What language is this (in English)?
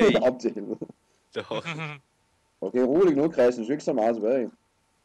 Danish